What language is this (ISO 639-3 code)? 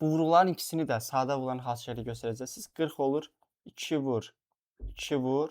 aze